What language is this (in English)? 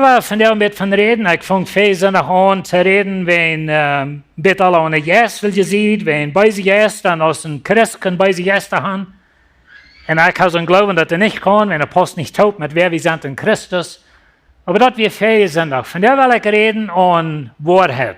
Plautdietsch